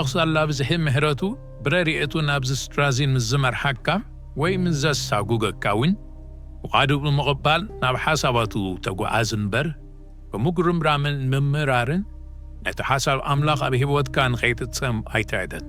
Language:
Tigrinya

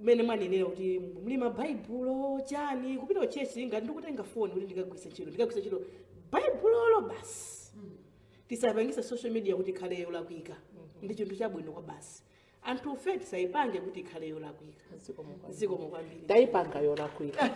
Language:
Nyanja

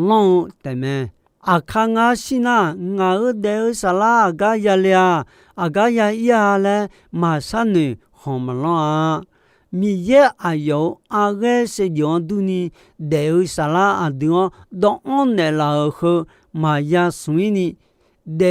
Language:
Akha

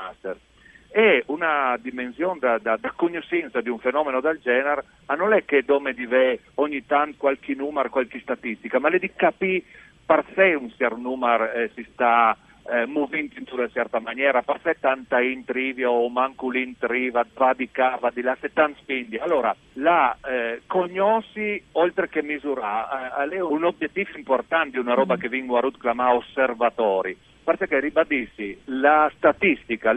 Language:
Friulian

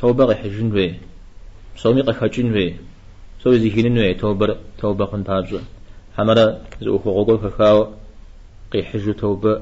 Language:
Kabardian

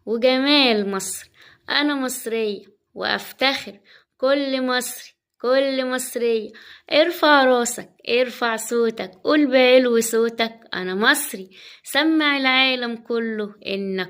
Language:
Egyptian Arabic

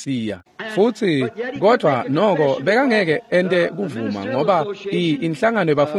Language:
Swati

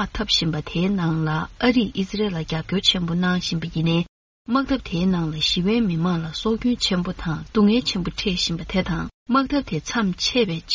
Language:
Tibetan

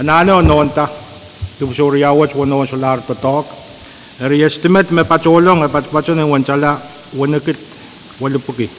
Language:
Pohnpeian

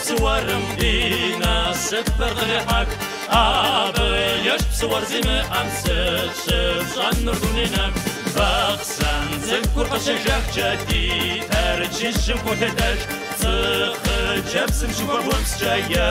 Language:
Kabardian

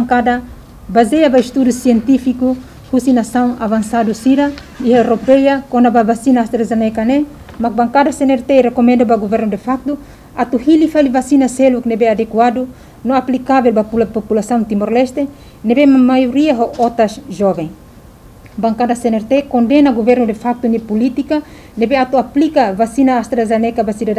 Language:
Tetum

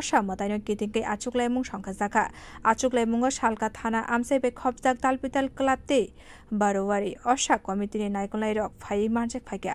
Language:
Kok Borok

